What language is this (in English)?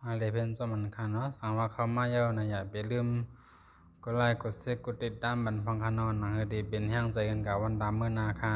Shan